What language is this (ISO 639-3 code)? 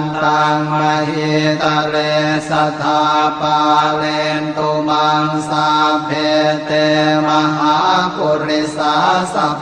pli